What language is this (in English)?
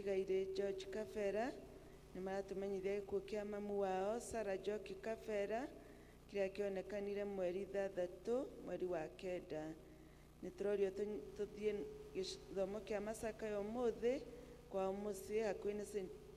Kikuyu